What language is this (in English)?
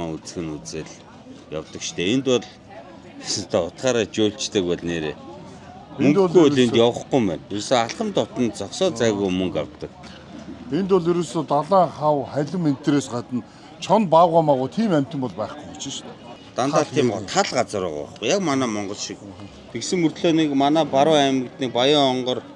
Mongolian